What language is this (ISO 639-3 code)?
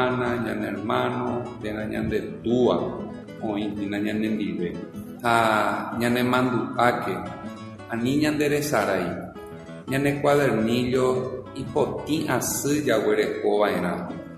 grn